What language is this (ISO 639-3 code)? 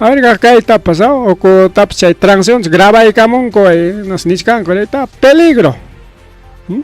quy